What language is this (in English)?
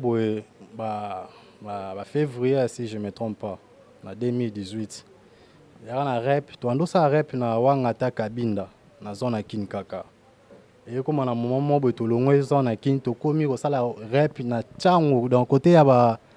Lingala